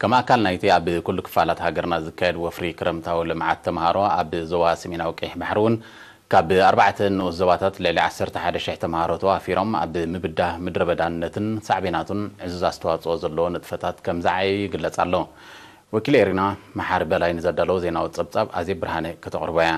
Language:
Tigrinya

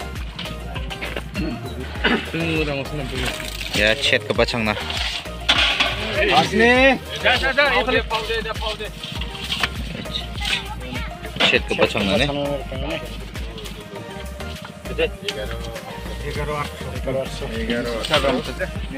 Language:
Garo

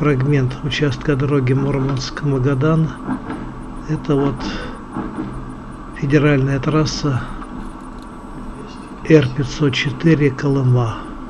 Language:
Russian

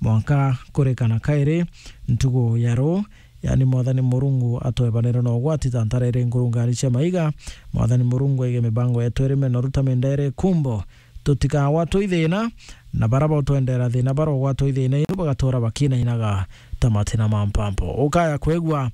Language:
Meru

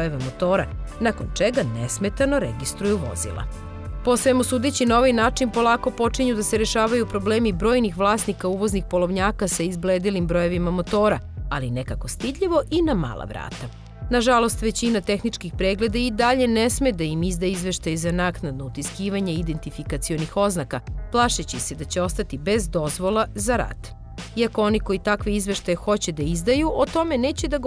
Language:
Serbian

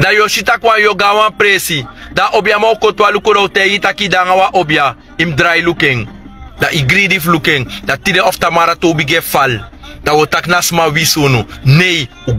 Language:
Sranan Tongo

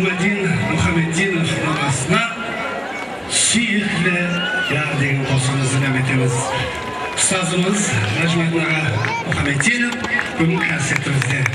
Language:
Kara-Kalpak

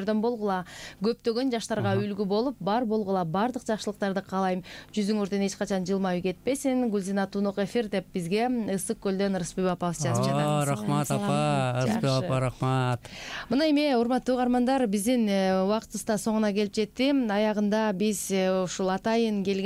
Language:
Kyrgyz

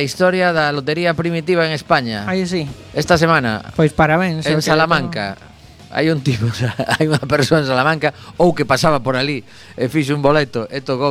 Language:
Galician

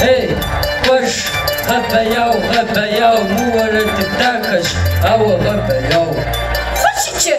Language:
Kabardian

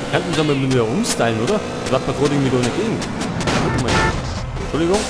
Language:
Bavarian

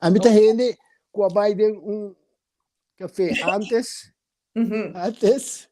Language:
Papiamento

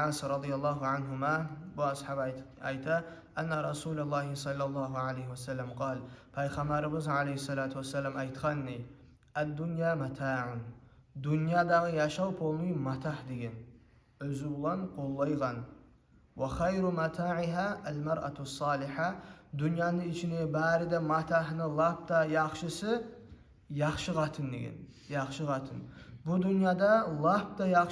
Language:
Kumyk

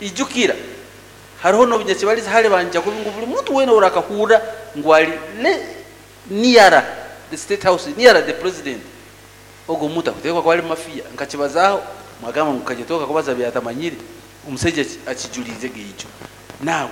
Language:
Nyoro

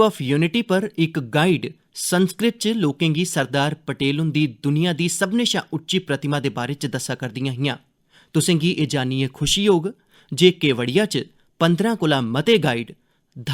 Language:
Dogri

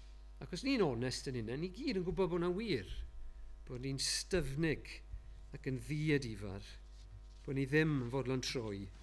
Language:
Welsh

